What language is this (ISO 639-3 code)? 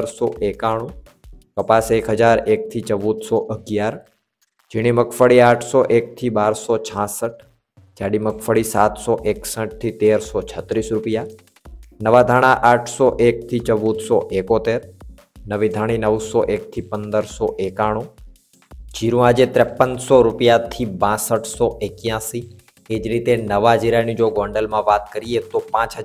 guj